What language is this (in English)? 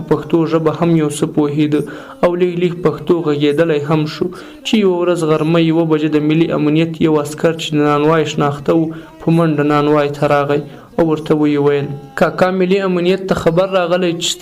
Pashto